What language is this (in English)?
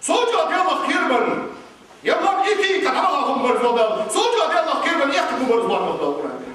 Ingush